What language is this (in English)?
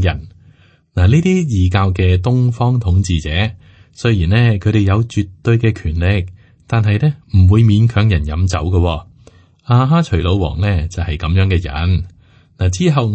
Cantonese